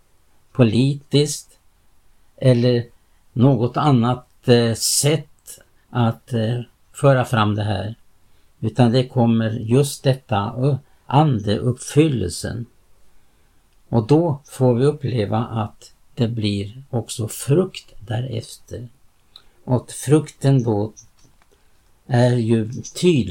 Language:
Swedish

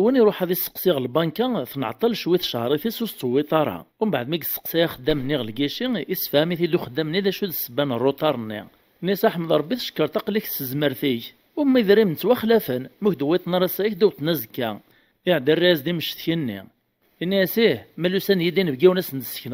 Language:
Kabyle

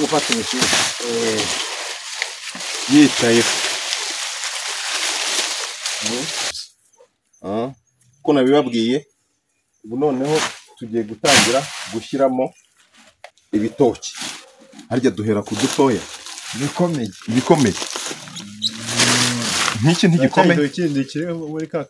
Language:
Kinyarwanda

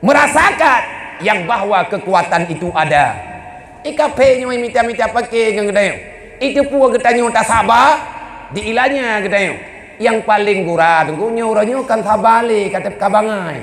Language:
Achinese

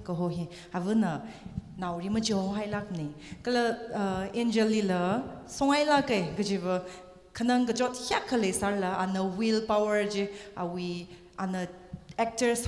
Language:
Tangkhul Naga (India)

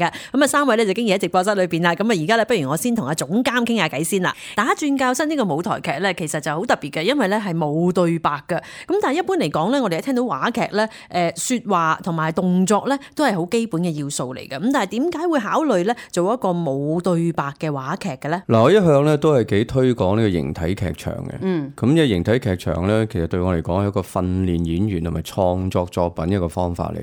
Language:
Cantonese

